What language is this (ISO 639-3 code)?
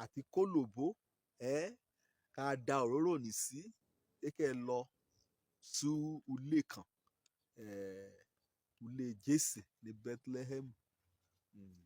yor